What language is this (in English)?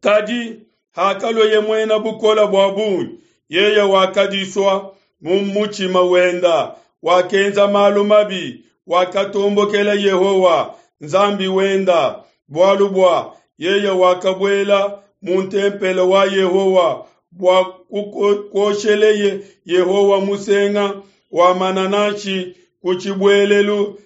Luba-Lulua